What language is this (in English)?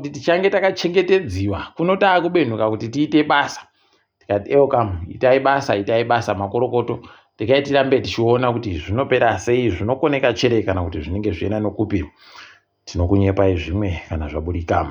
Ndau